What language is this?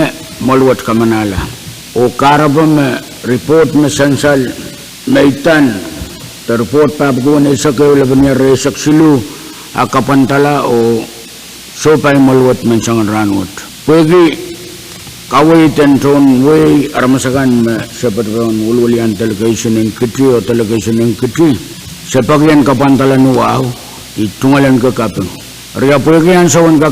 Pohnpeian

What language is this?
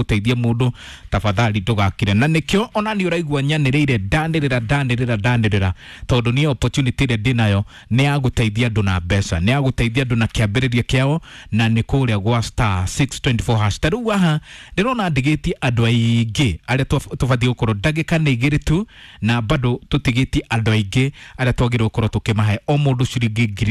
Kikuyu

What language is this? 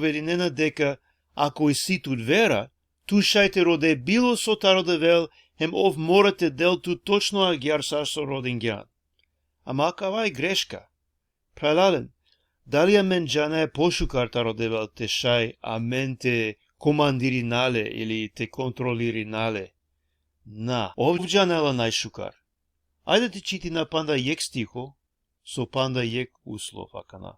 Balkan Romani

